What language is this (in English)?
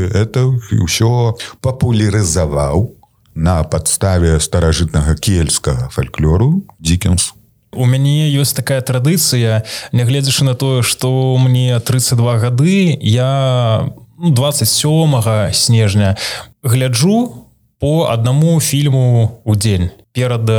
Belarusian